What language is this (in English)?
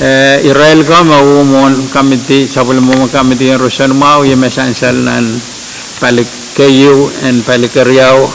Pohnpeian